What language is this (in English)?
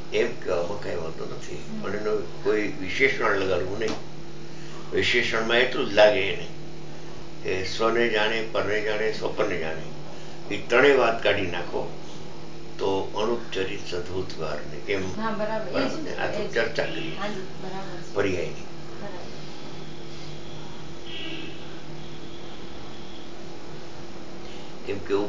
Gujarati